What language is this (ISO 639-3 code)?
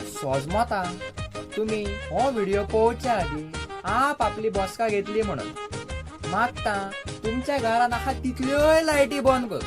kok